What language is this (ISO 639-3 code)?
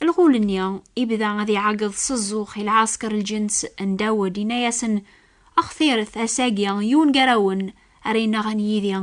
kab